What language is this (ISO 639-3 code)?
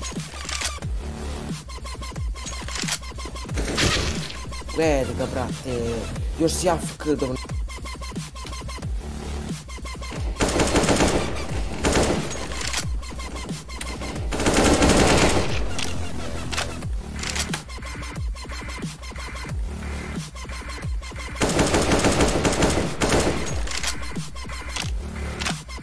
hrv